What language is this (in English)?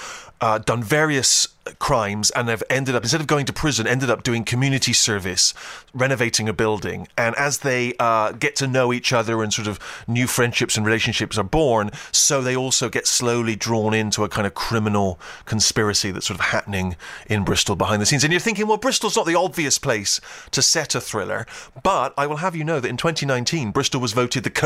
English